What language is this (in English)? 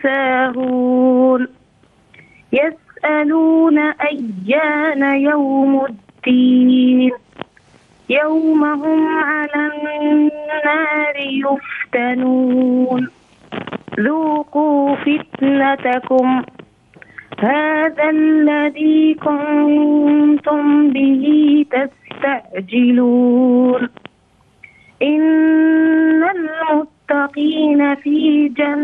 Arabic